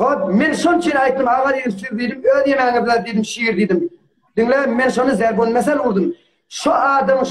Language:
Turkmen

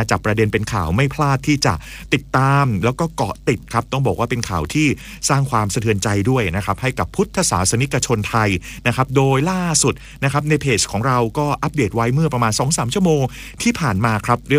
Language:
Thai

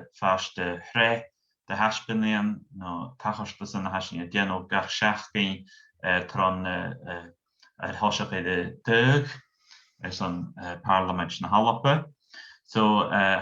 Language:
Scottish Gaelic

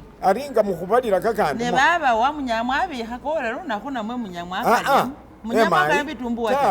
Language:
Masaaba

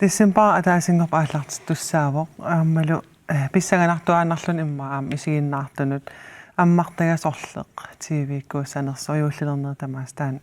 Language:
Kalaallisut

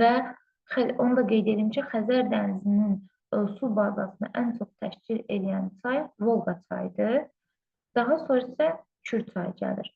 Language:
Azerbaijani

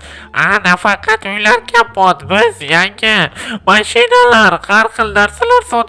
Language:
Uzbek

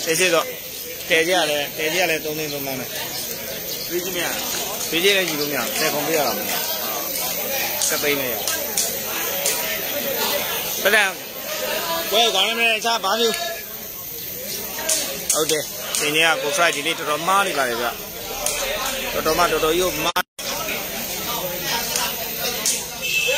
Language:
Burmese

